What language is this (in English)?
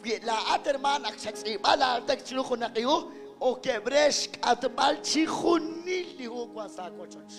Kekchí